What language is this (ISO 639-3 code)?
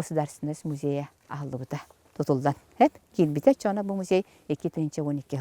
sah